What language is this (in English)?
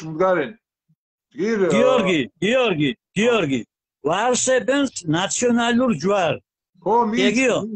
Mingrelian